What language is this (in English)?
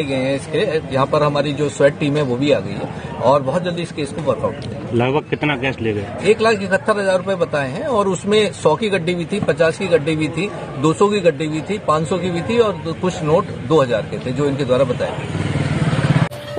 Hindi